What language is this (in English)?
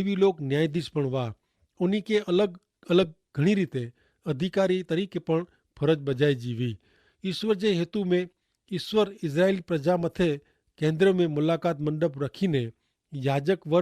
Kachhi